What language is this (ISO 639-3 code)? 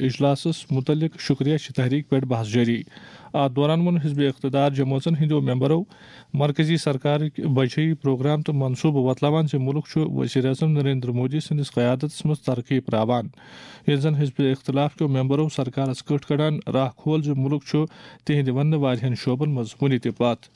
kas